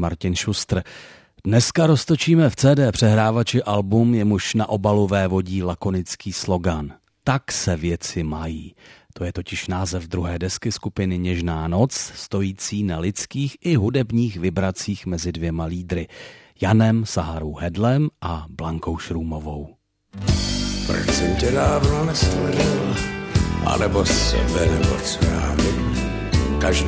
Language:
Czech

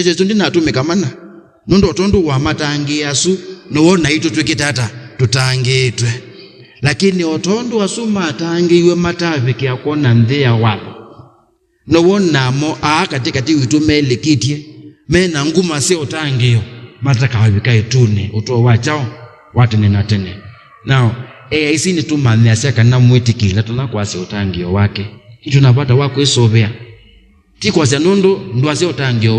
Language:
Kamba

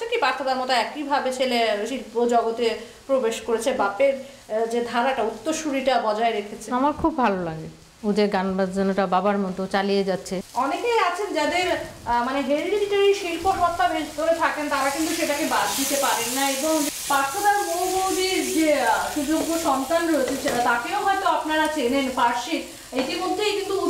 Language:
Bangla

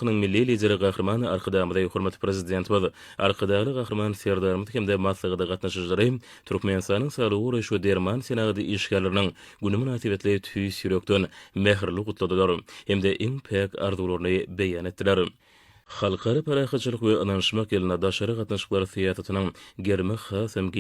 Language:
Turkmen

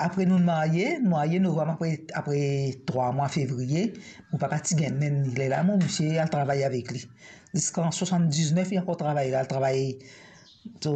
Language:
Morisyen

